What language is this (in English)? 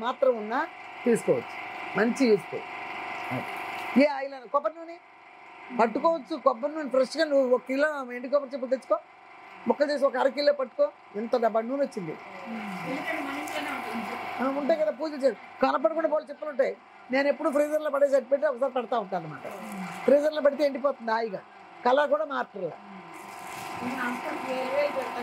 Telugu